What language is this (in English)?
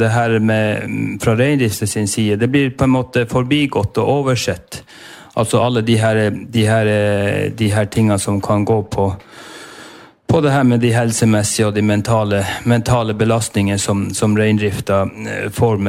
Norwegian